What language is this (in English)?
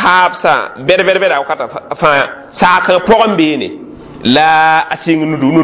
Mossi